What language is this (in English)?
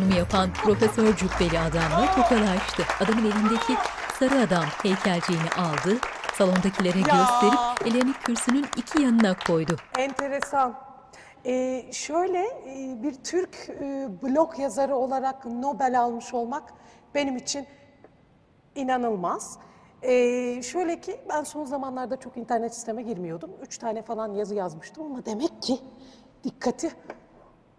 Turkish